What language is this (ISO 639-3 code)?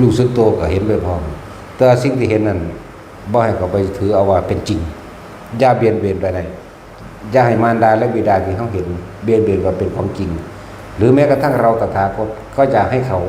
tts